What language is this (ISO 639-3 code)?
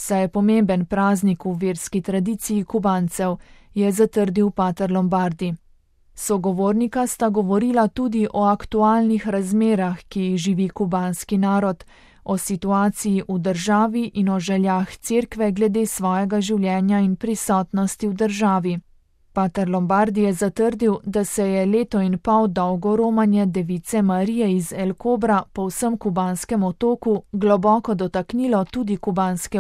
slv